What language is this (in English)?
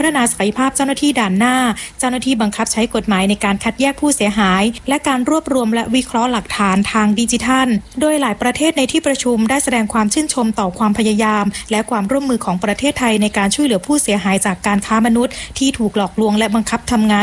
Thai